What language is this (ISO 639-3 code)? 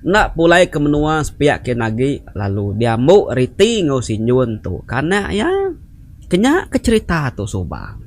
iba